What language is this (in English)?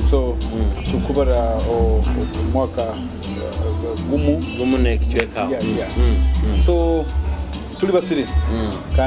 Nyoro